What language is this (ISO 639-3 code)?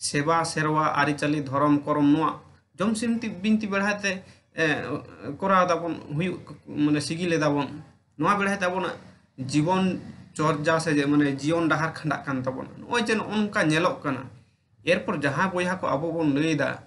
sat